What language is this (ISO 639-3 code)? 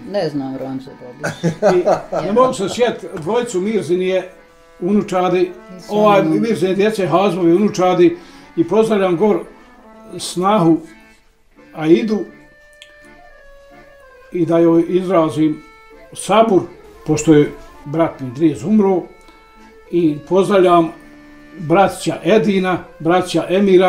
bos